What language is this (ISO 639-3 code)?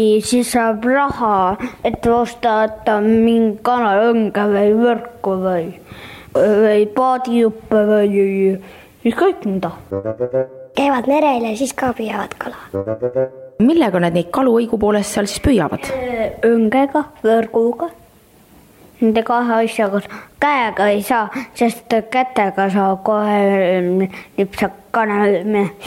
est